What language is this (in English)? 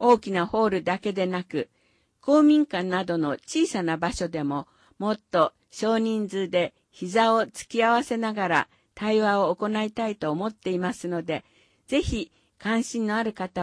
Japanese